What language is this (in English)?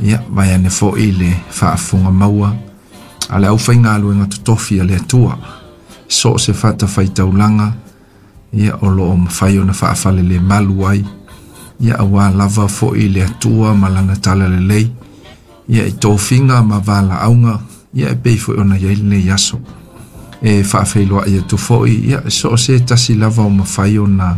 Samoan